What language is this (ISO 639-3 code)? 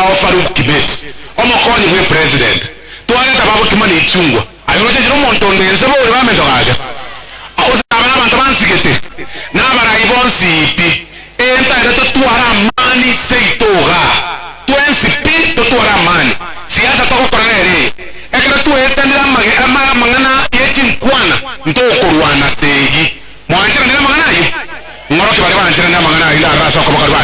guz